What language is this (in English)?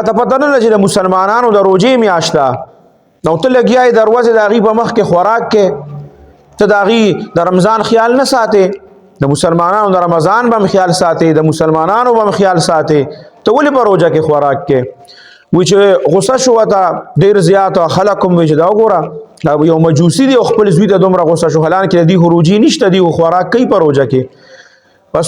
Pashto